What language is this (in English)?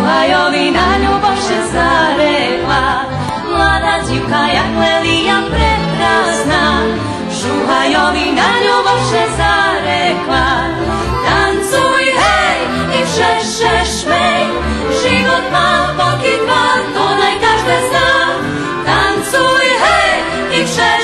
Rusyn